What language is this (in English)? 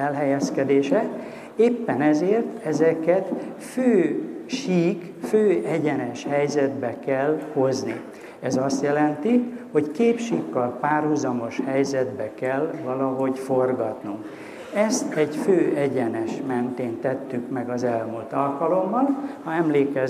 Hungarian